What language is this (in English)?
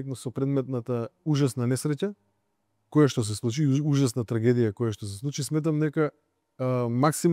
Macedonian